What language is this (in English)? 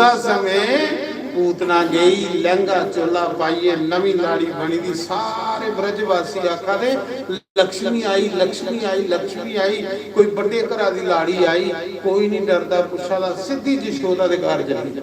Dogri